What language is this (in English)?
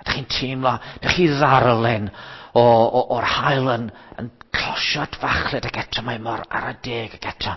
Welsh